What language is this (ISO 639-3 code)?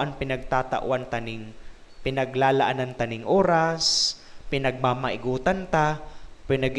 bik